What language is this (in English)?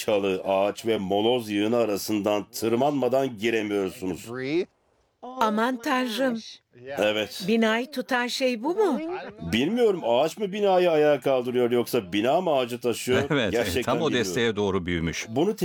Turkish